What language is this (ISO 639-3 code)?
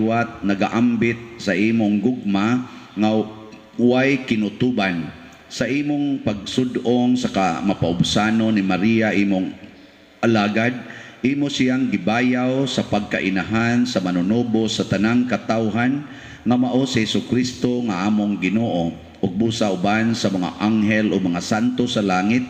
ceb